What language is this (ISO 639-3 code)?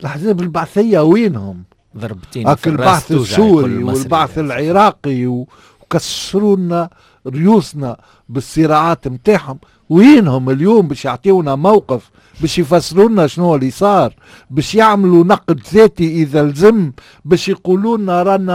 aeb